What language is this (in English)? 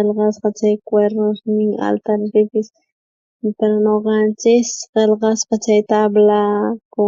South Bolivian Quechua